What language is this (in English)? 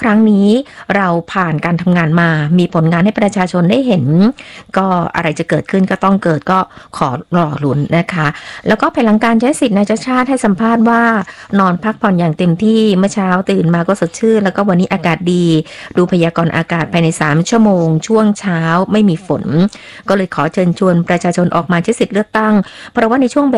Thai